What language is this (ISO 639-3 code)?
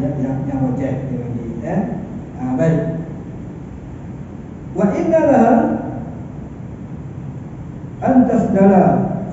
msa